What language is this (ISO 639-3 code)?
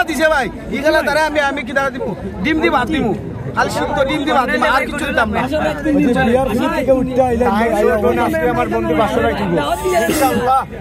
syl